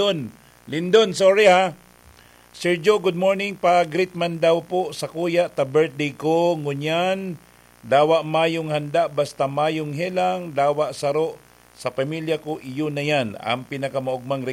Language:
Bikol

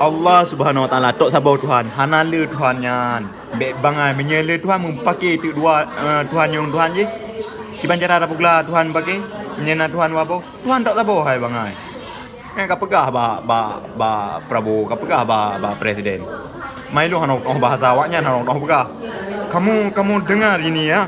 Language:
Achinese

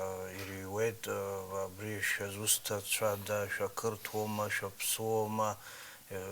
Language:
Abkhazian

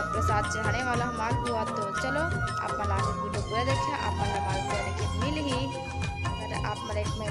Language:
Chhattisgarhi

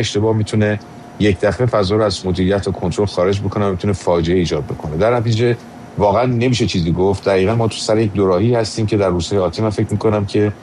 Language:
Persian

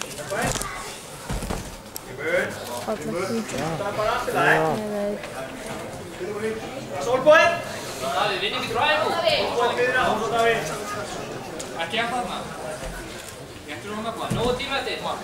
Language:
Icelandic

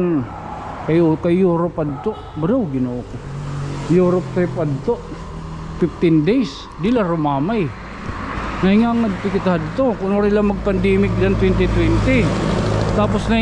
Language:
Waray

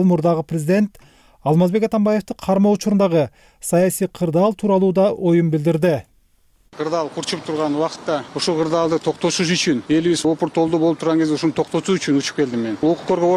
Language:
Kyrgyz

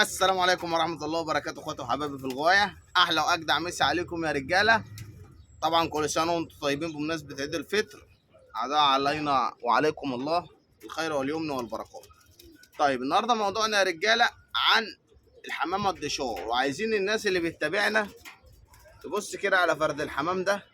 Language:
Egyptian Arabic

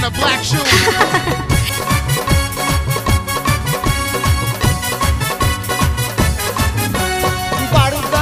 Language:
Bhojpuri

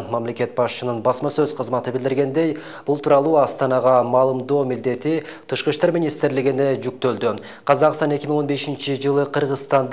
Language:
Kyrgyz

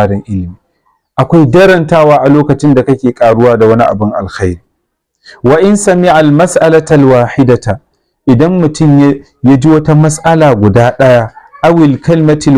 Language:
Hausa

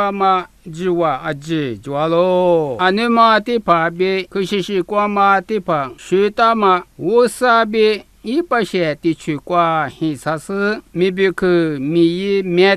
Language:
Lisu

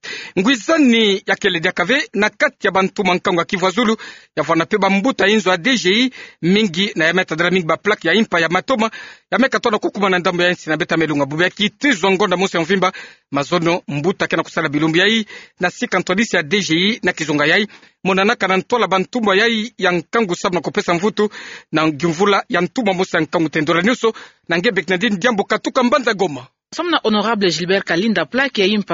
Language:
Kituba (Democratic Republic of Congo)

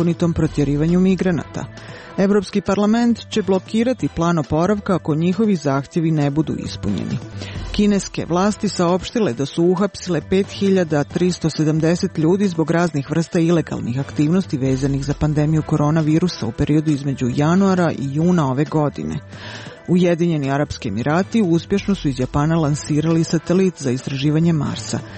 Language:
Serbian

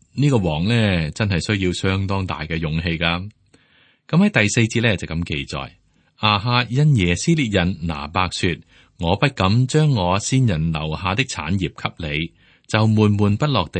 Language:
Cantonese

